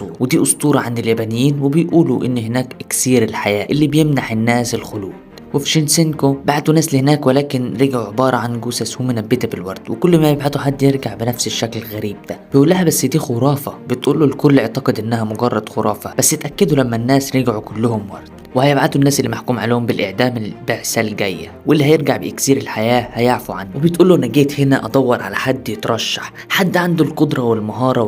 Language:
Egyptian Arabic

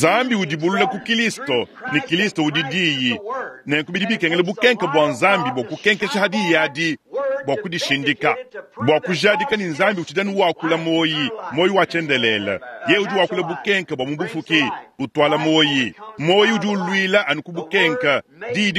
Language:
Luba-Lulua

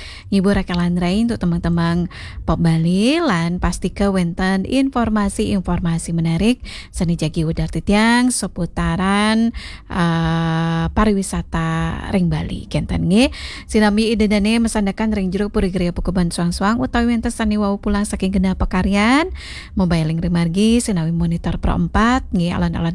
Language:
Balinese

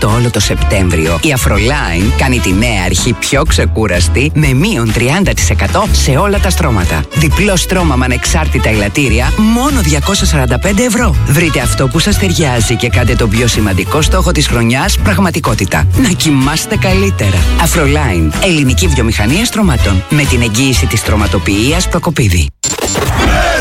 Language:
Greek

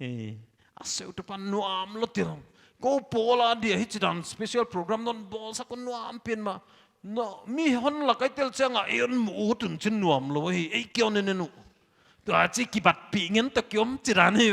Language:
Paite Chin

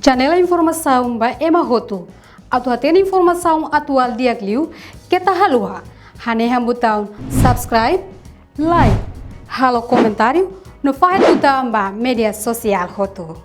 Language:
Tetum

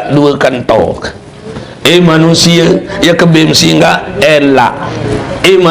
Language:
Sasak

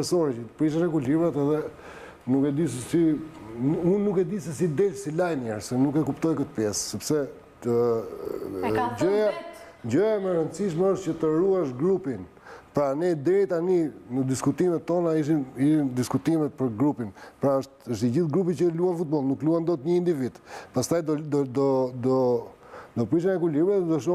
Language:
Albanian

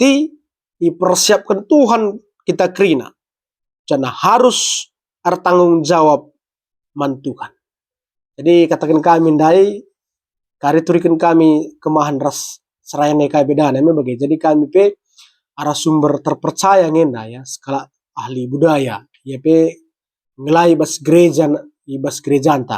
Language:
Batak Karo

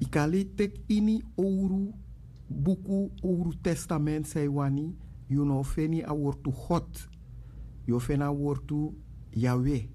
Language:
Sranan Tongo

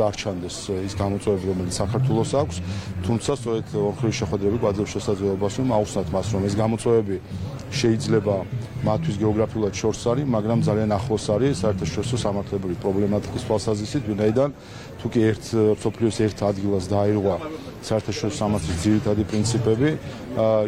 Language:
Georgian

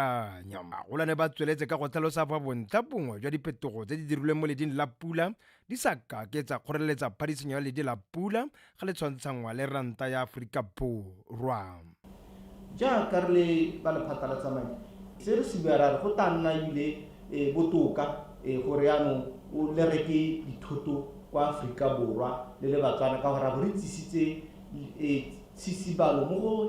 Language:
Tswana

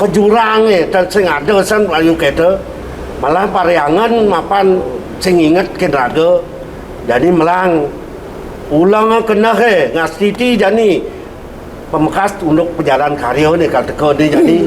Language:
Balinese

